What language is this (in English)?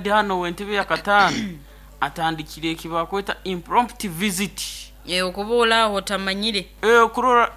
Nyankole